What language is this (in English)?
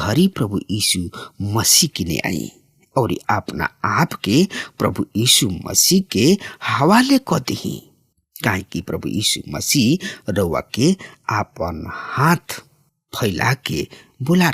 Bhojpuri